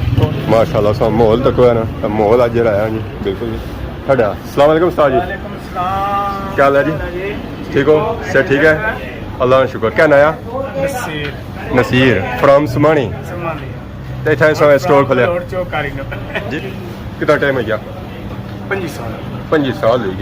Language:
Pahari-Potwari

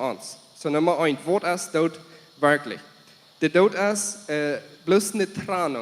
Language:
Plautdietsch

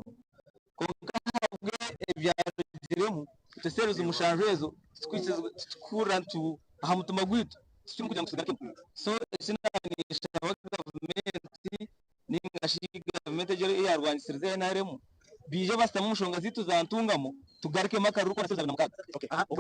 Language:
Nyankole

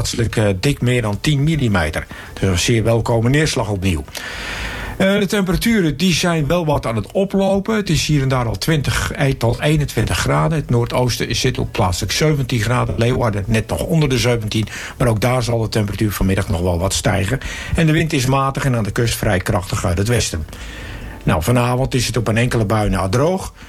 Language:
Dutch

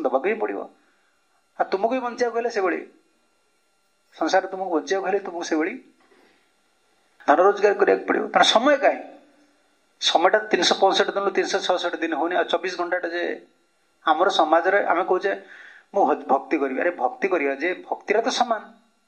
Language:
Odia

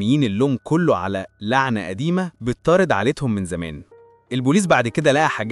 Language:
Egyptian Arabic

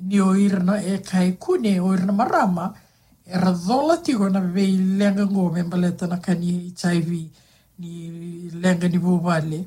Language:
Fijian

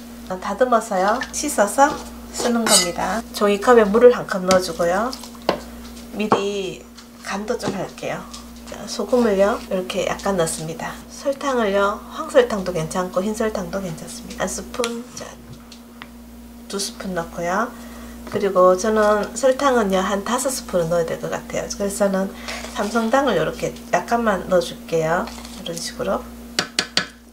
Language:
Korean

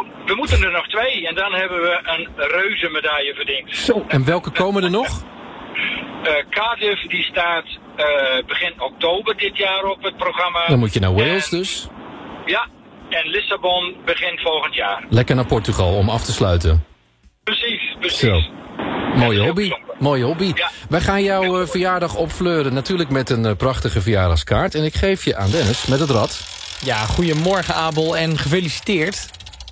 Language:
Dutch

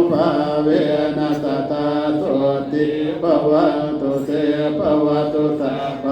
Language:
Pali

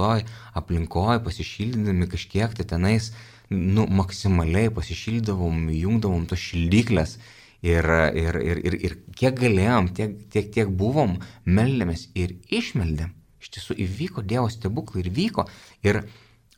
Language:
Lithuanian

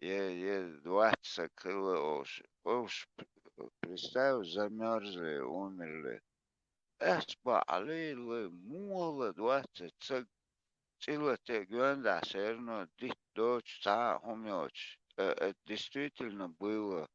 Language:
Chechen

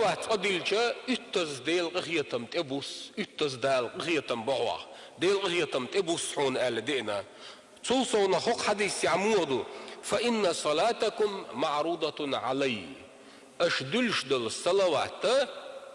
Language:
Chechen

